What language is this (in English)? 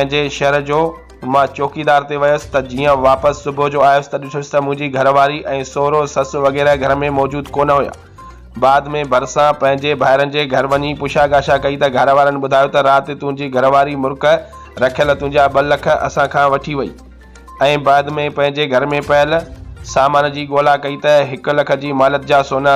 Sindhi